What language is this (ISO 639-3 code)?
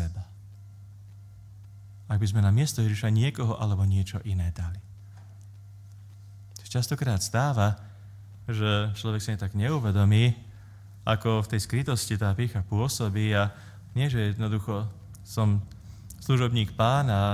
slk